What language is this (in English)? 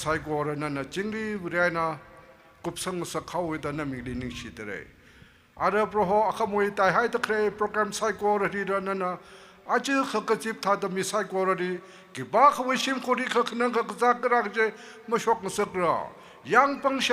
Tangkhul Naga (India)